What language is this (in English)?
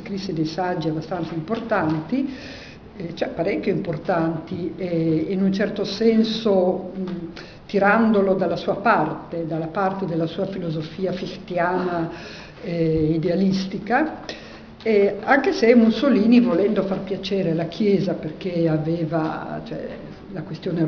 Italian